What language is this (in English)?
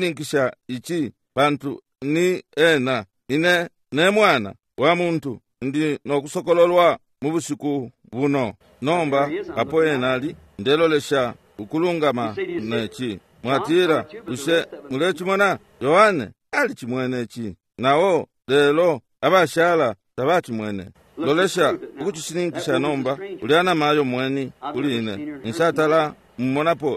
Bemba